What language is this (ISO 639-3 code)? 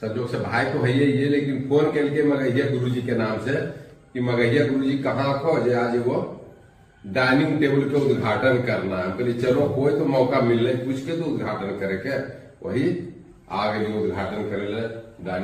mag